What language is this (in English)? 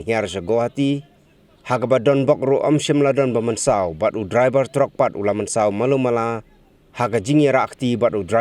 Khasi